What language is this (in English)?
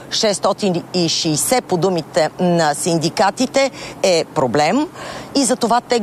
Bulgarian